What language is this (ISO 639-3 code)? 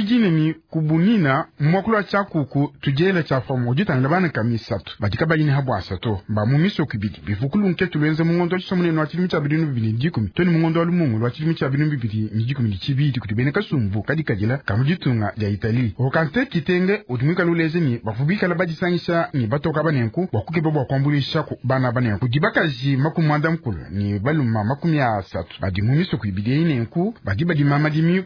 lua